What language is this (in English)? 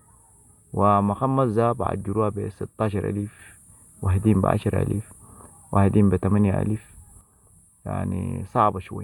Sudanese Arabic